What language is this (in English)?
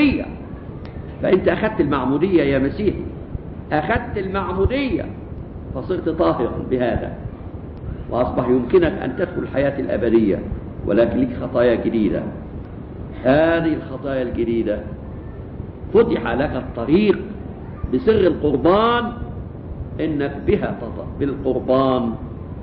Egyptian Arabic